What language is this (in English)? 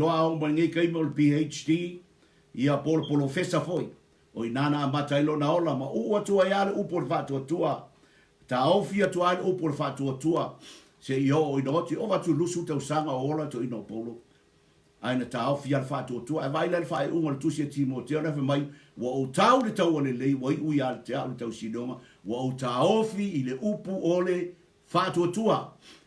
Samoan